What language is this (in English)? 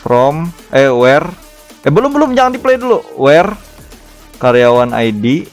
Banjar